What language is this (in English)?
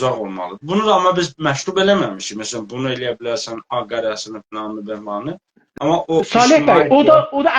South Azerbaijani